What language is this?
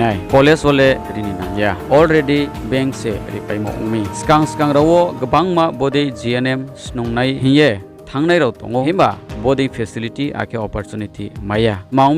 Riang (India)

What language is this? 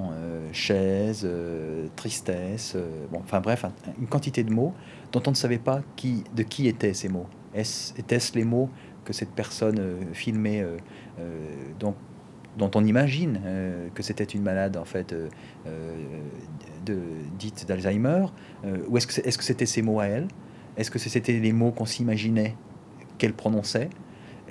French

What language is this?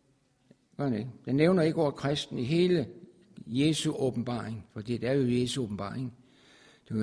Danish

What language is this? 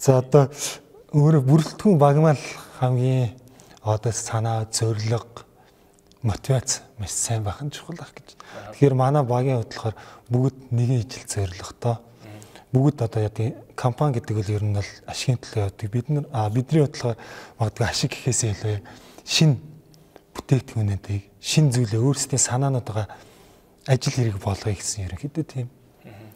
Mongolian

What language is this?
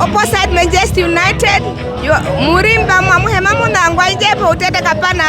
Herero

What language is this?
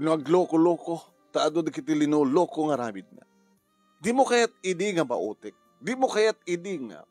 Iloko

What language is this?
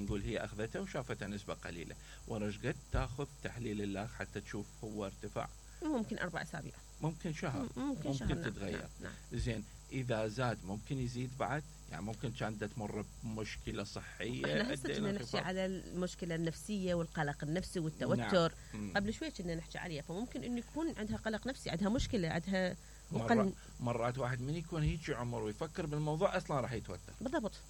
Mesopotamian Arabic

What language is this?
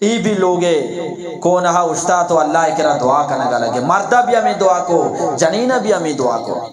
Eastern Balochi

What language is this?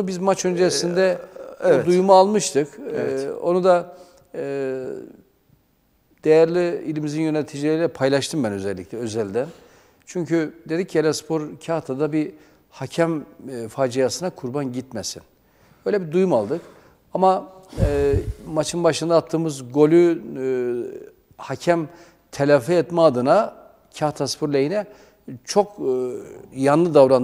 Turkish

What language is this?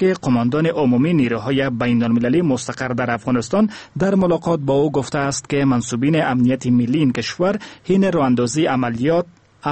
Persian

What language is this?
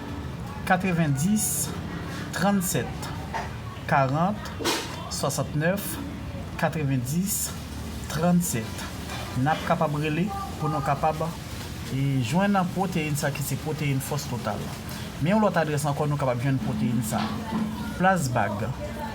Haitian Creole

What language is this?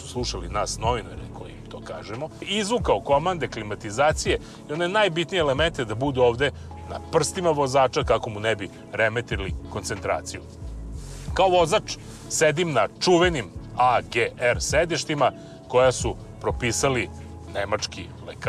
Serbian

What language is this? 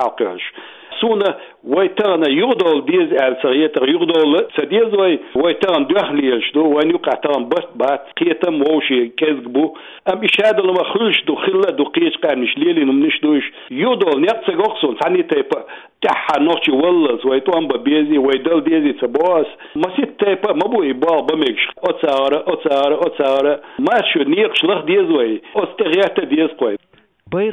Chechen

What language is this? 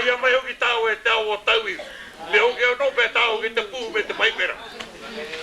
Māori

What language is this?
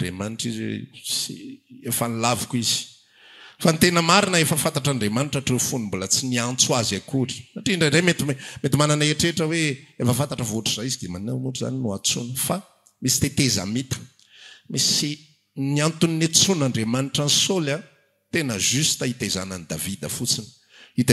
Malagasy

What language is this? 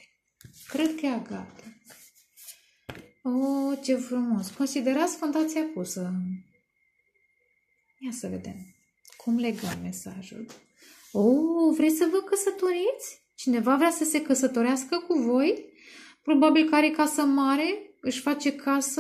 Romanian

